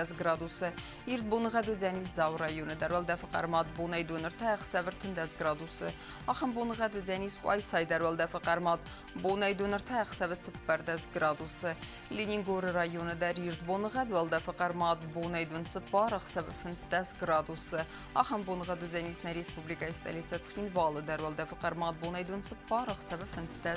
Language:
Ossetic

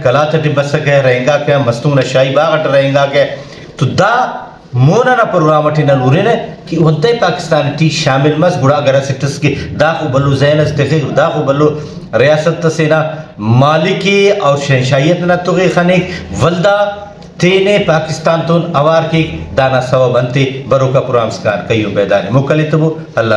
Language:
Brahui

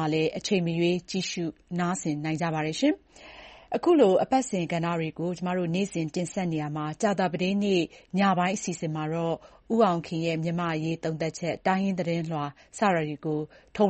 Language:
Burmese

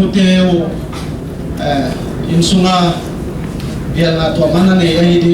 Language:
Paite Chin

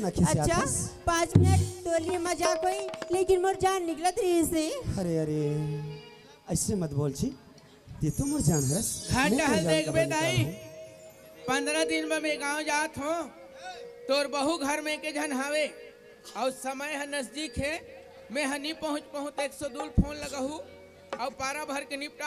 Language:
Chhattisgarhi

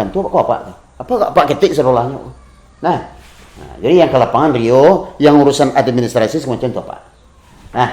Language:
Minangkabau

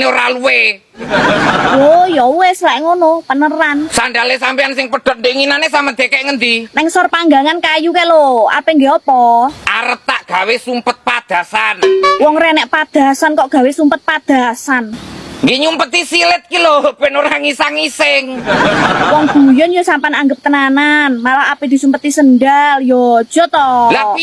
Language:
Javanese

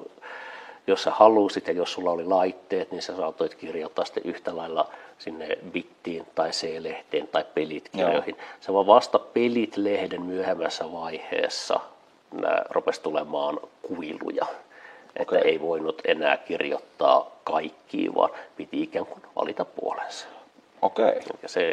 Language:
Finnish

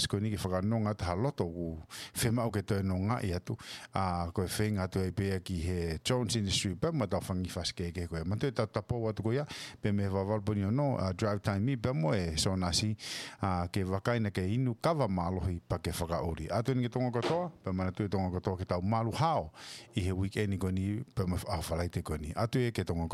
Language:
Tongan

